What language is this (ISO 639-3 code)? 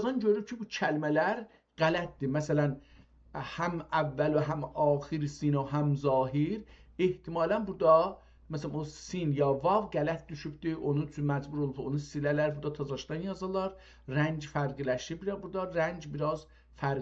azb